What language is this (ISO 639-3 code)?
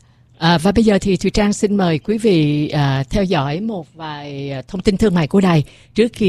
vie